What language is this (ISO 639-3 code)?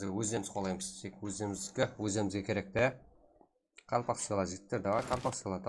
kaa